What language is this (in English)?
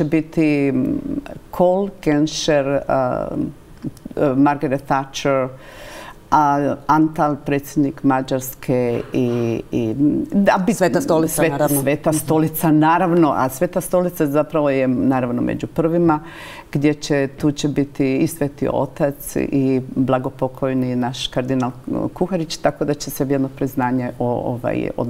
Croatian